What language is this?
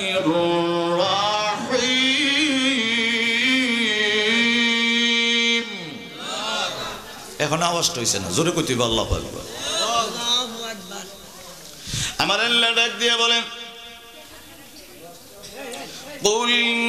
Bangla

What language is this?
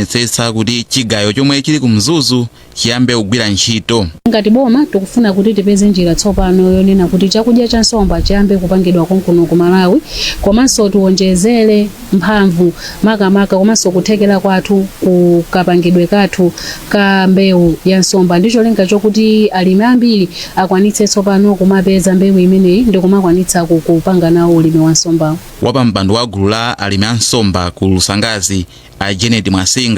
Nyanja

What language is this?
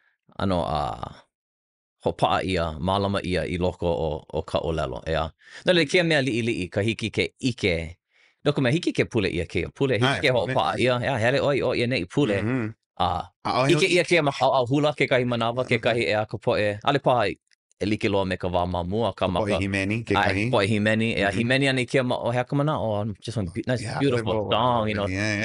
Hawaiian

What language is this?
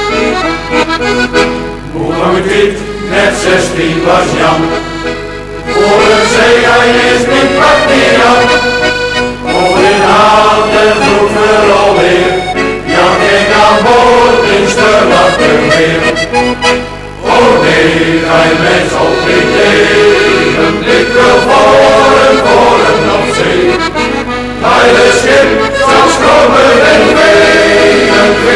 Dutch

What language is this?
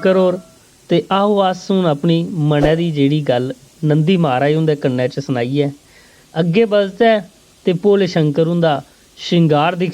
Dogri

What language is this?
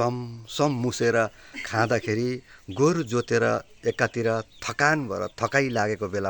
Nepali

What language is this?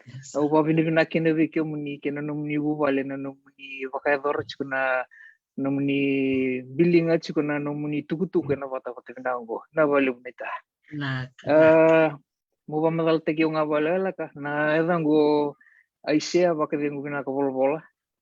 Fijian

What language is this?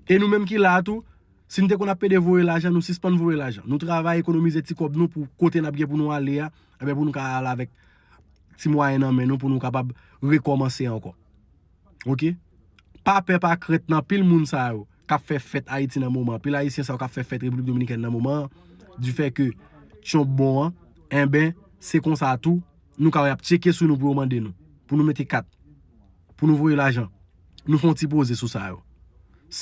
Haitian Creole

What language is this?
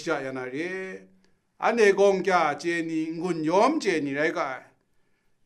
Kachin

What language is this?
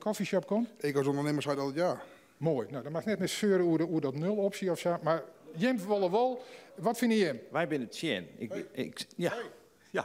Western Frisian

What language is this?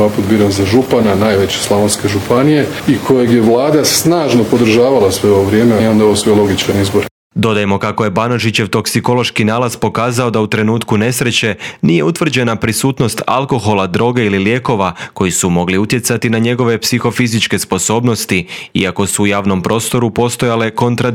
Croatian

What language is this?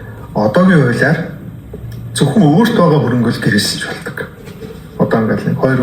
Mongolian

